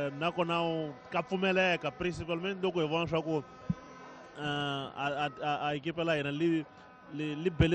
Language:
Tsonga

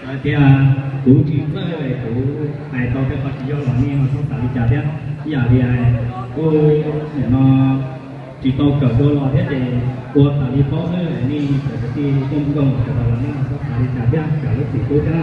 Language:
Hmong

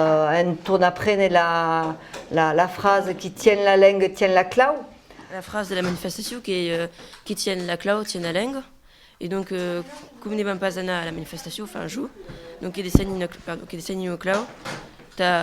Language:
Occitan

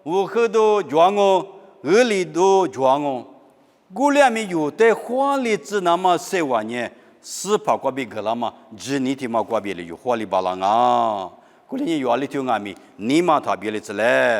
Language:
Lisu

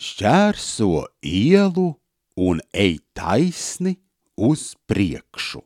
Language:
Latvian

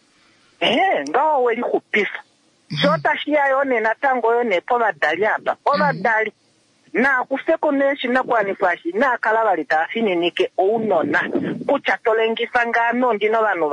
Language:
Kuanyama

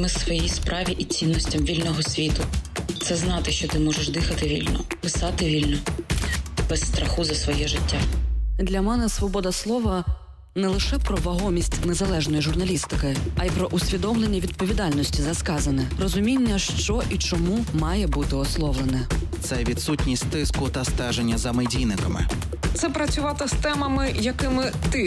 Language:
Ukrainian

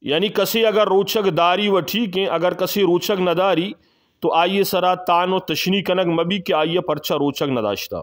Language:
Eastern Balochi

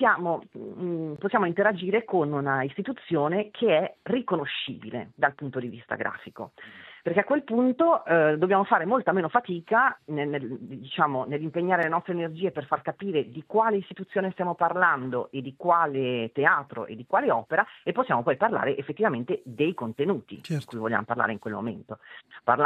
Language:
Italian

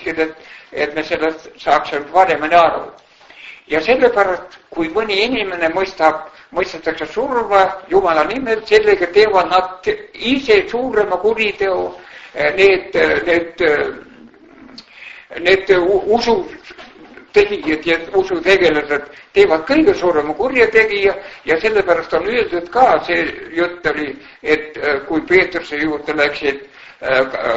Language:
Estonian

